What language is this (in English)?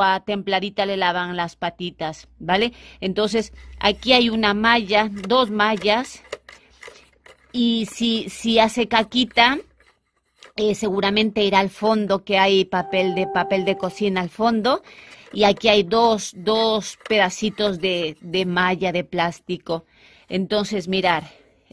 Spanish